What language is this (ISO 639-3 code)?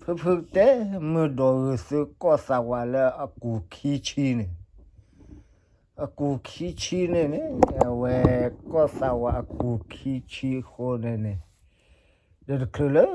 ksw